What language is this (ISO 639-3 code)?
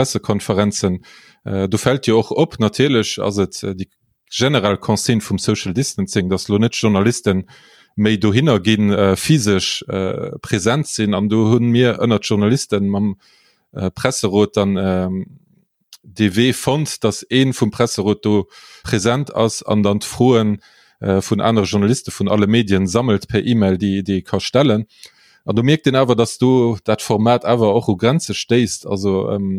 ltz